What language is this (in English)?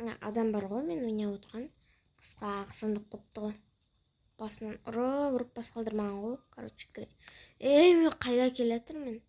Kazakh